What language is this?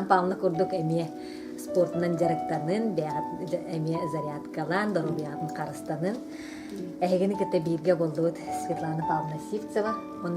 Yakut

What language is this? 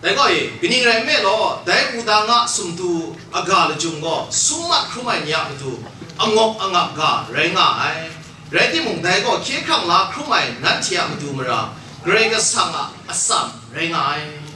Kachin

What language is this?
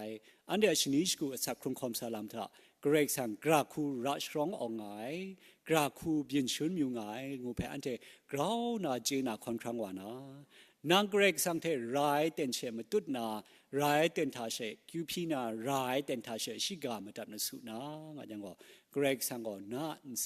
Kachin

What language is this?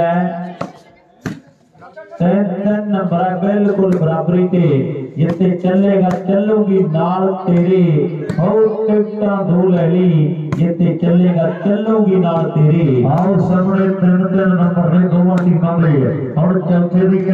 Punjabi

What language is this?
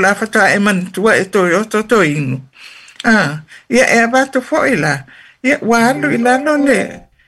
Samoan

